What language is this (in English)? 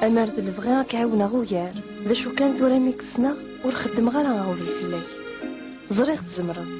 Kabyle